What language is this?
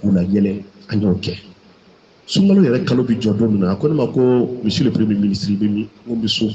Bambara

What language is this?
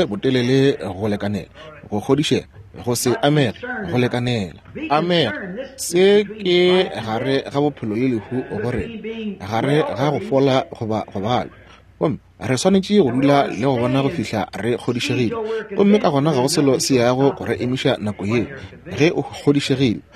Northern Sotho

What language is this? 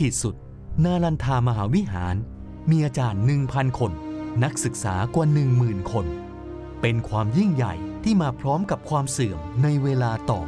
Thai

